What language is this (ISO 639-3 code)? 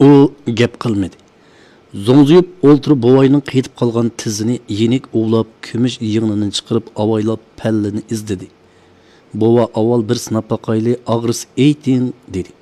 uig